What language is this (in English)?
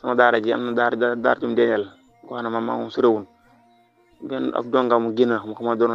Wolof